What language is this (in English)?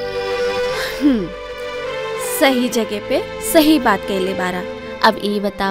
Bhojpuri